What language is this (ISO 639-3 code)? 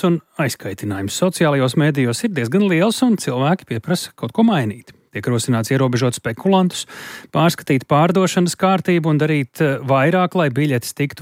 lav